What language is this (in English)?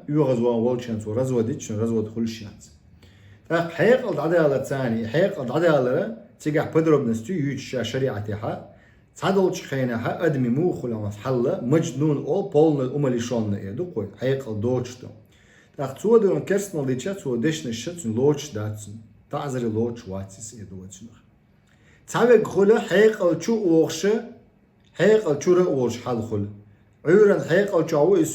Chechen